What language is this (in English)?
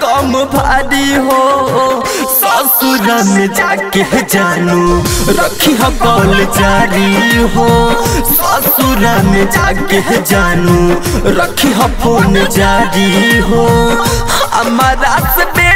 Bhojpuri